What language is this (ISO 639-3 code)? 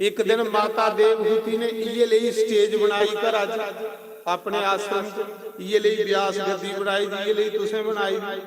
doi